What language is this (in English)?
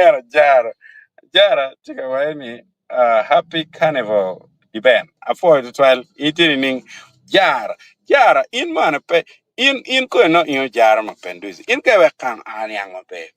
Acoli